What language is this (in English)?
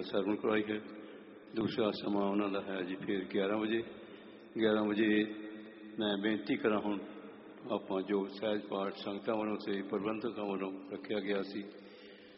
Punjabi